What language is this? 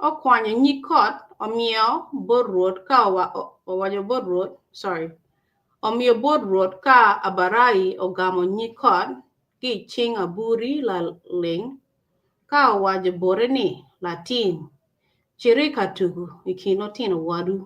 Acoli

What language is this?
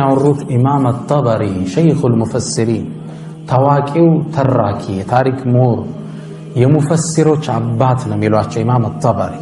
Amharic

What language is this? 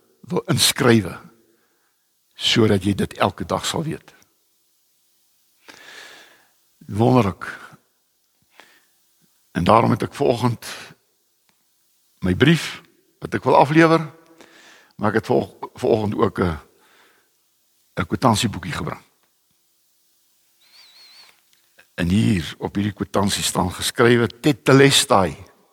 Afrikaans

